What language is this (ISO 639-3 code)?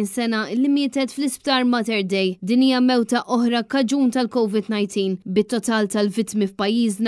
mlt